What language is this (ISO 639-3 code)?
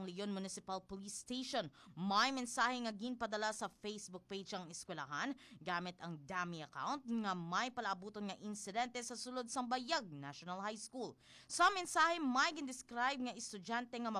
hil